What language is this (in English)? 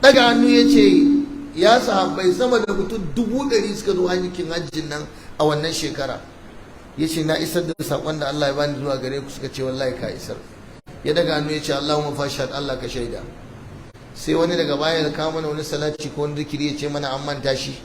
Hausa